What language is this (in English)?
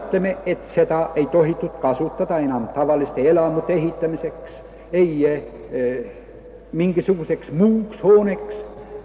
Estonian